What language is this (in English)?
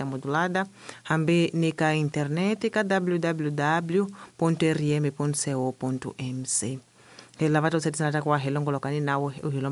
Tsonga